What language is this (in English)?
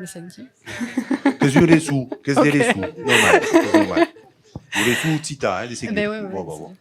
Occitan